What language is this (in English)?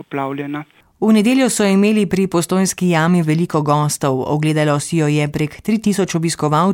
Slovenian